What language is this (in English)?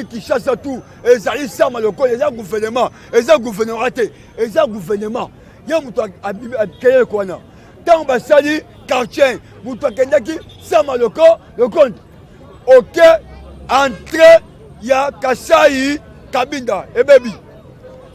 Lingala